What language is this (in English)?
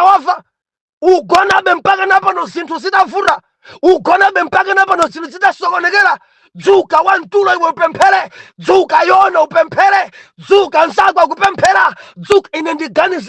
Nyanja